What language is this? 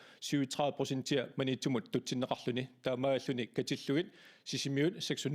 Kalaallisut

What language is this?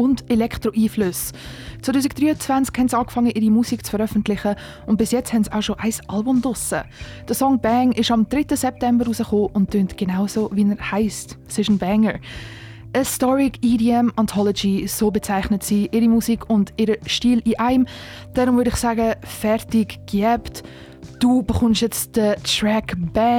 German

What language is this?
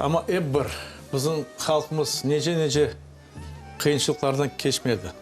Crimean Tatar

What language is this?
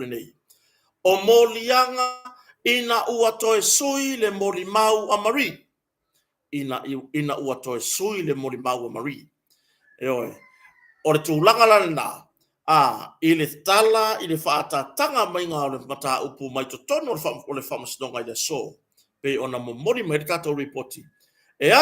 Samoan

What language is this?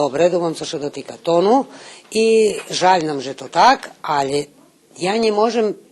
Rusyn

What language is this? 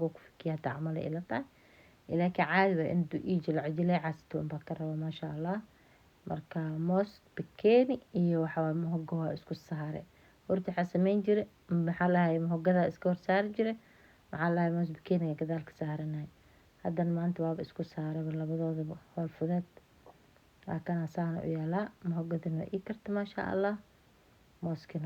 Somali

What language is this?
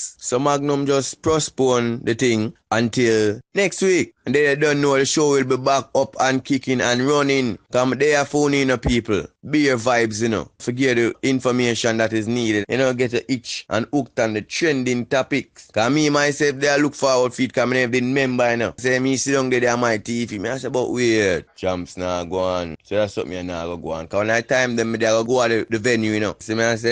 Jamaican Creole English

